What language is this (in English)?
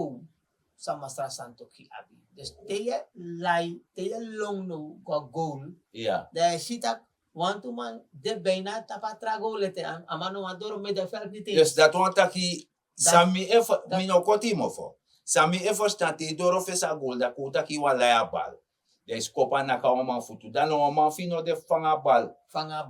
Sranan Tongo